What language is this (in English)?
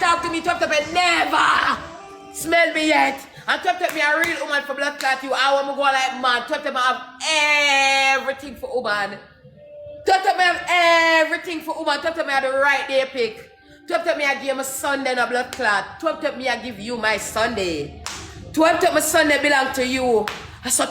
Jamaican Creole English